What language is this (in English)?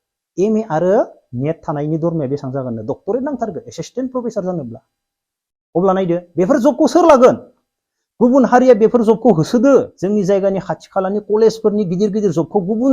Bodo